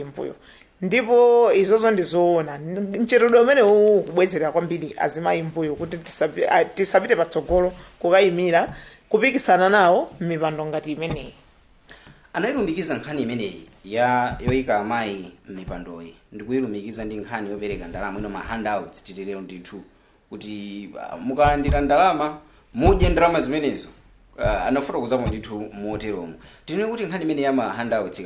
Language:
Nyanja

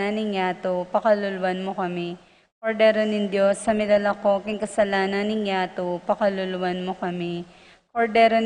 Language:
Pampanga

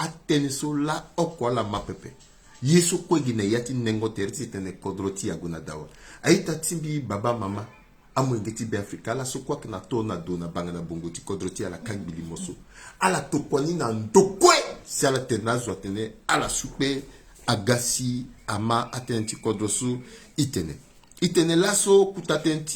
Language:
Sango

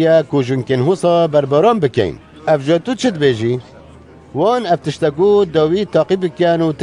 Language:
Kurdish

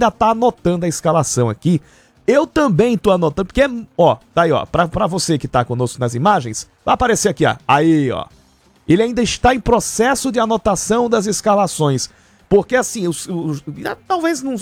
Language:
Portuguese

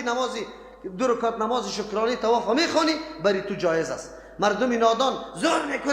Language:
Persian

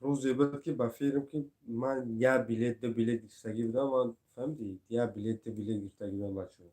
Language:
Tajik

